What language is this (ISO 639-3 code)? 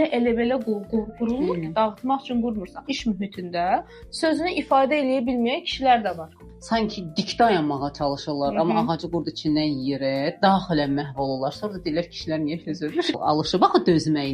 aze